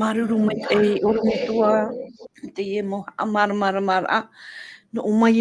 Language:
Tahitian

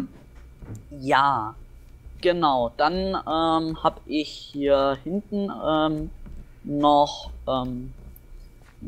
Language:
German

